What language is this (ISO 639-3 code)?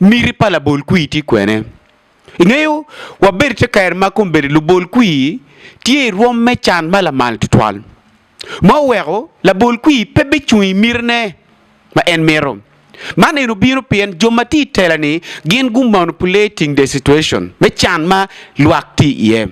ach